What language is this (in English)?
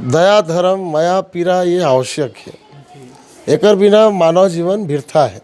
Chhattisgarhi